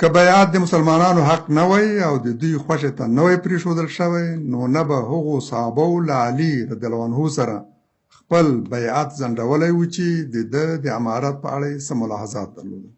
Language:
Pashto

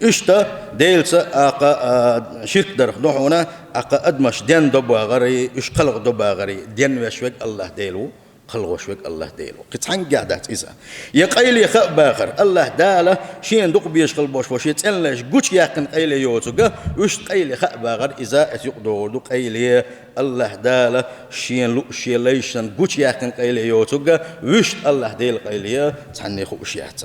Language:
Chechen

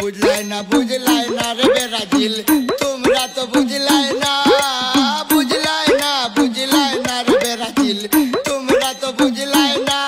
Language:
Sylheti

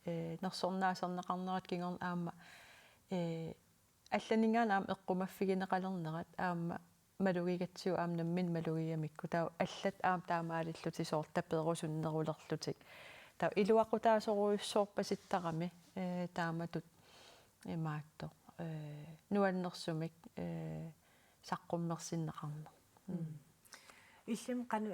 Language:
Kalaallisut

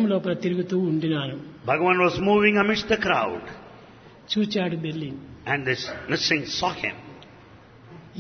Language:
Telugu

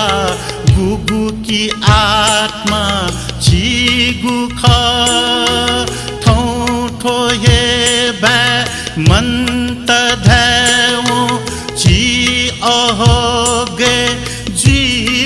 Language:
Newari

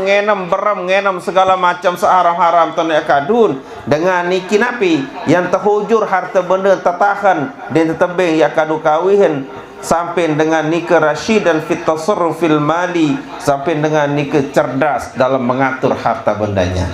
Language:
Sasak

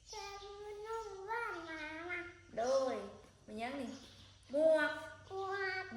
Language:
Northeastern Thai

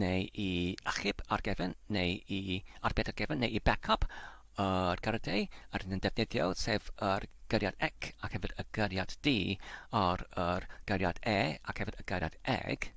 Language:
Welsh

